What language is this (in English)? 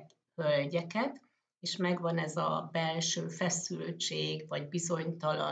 Hungarian